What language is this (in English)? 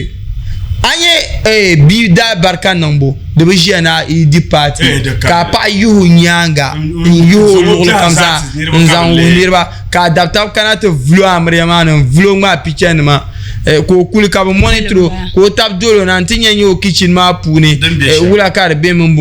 Dagbani